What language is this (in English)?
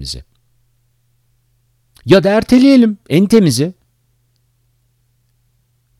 Turkish